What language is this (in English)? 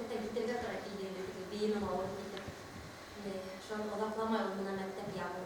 Bashkir